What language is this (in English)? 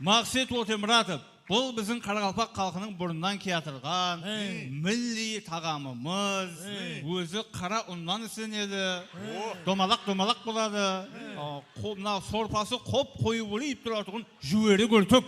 Kara-Kalpak